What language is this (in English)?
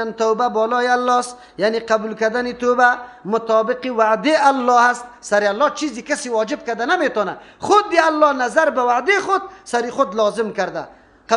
Persian